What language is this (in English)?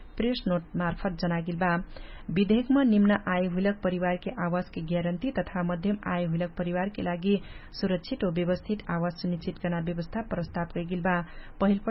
Dangaura Tharu